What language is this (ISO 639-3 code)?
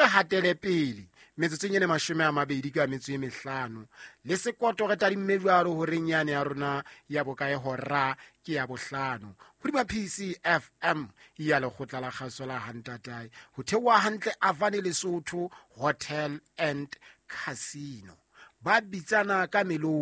sot